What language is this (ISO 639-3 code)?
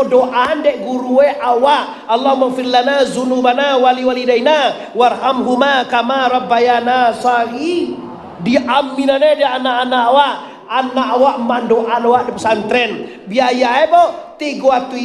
min